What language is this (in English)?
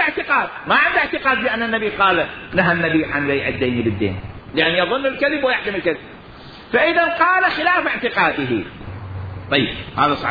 Mesopotamian Arabic